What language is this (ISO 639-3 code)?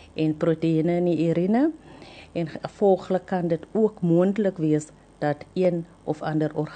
afr